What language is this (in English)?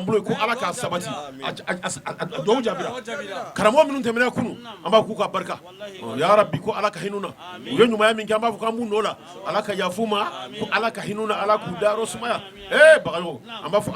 Bambara